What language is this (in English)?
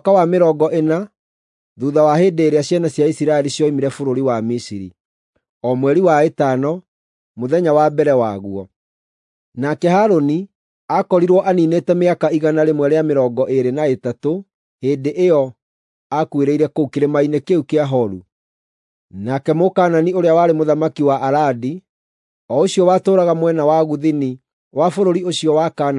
Kikuyu